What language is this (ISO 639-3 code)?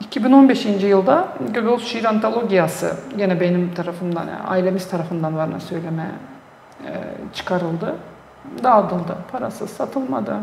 gag